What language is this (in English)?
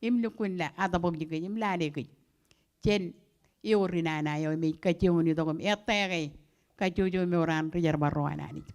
Marshallese